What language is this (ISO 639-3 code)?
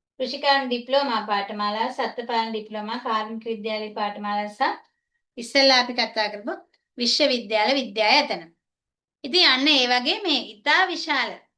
sin